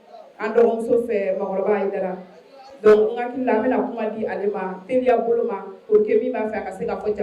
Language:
Bambara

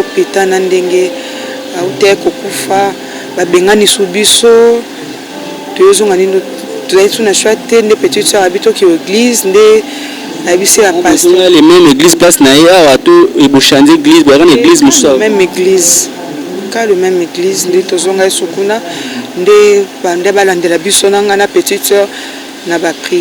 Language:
Lingala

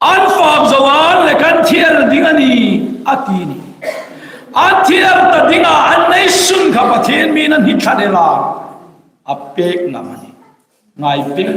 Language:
Hmar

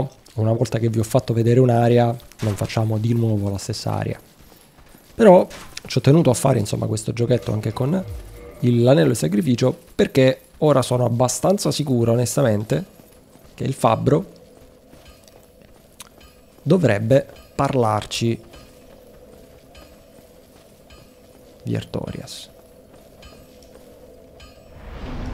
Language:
Italian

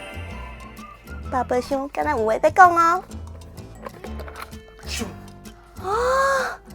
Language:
Min Nan Chinese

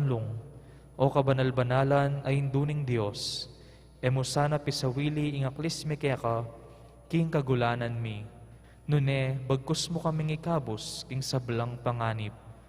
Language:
Pampanga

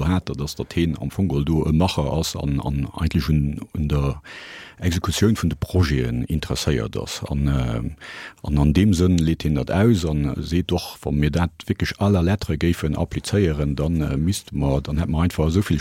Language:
Luxembourgish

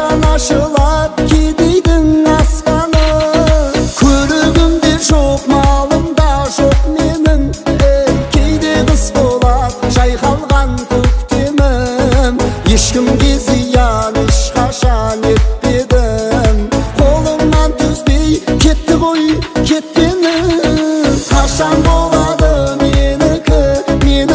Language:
Kazakh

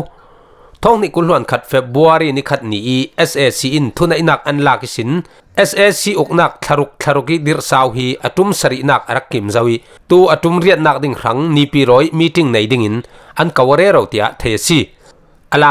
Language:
Falam Chin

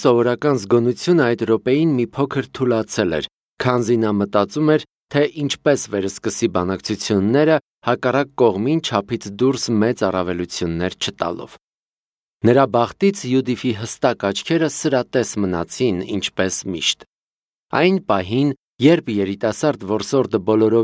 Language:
Armenian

